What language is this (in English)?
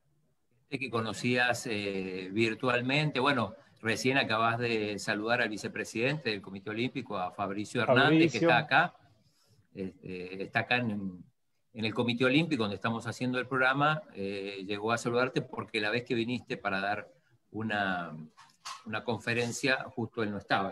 Spanish